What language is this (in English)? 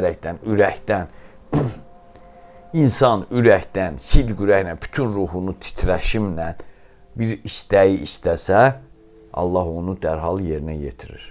Azerbaijani